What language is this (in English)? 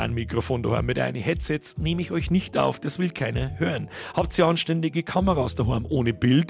Bavarian